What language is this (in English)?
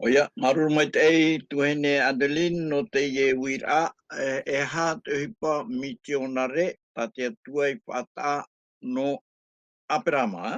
Tahitian